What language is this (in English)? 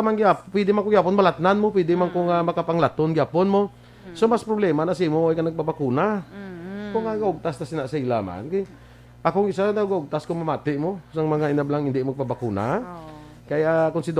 Hiligaynon